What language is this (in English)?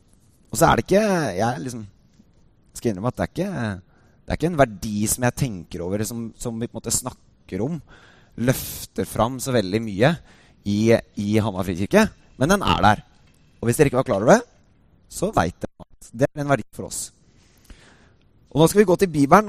Norwegian